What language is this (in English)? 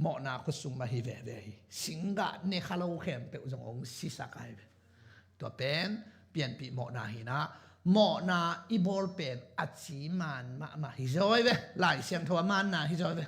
Tedim Chin